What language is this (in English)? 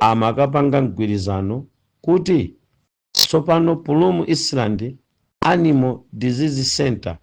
Nyanja